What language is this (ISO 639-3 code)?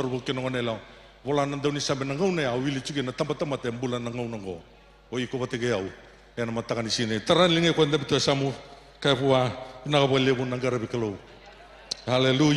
fij